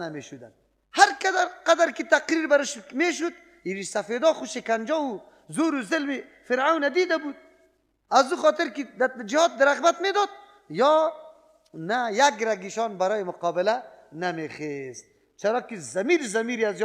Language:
Persian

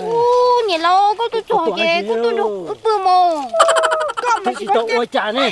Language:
Hmong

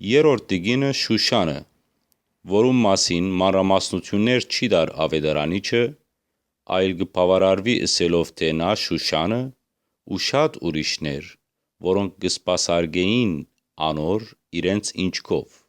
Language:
Western Armenian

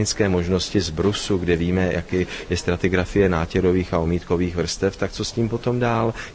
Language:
Czech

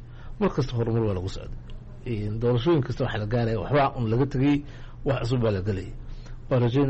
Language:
Somali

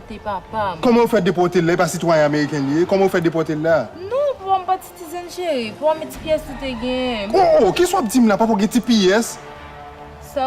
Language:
Haitian Creole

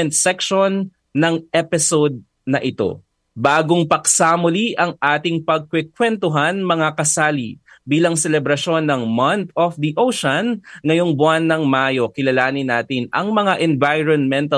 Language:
Filipino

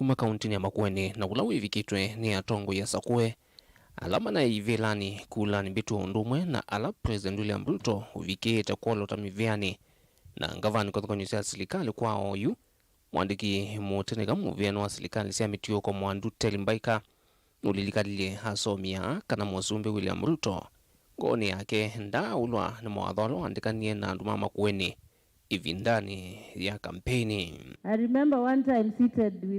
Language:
Kamba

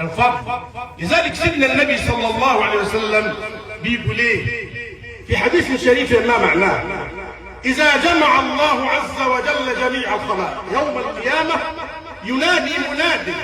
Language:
Egyptian Arabic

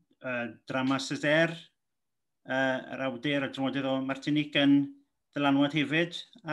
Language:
Welsh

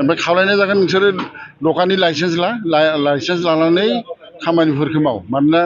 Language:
Bodo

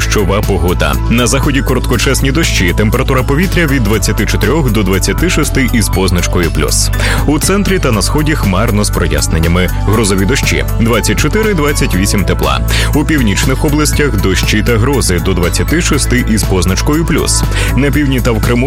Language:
Ukrainian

